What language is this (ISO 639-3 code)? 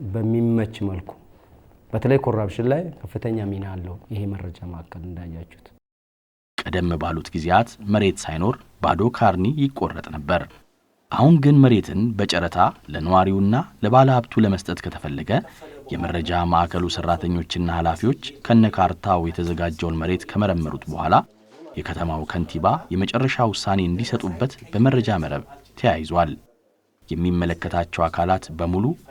amh